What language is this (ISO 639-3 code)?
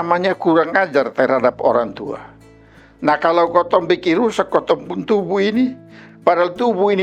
mkn